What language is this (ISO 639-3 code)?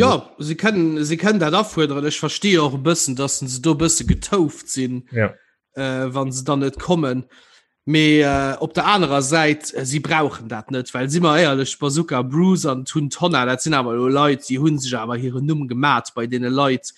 ltz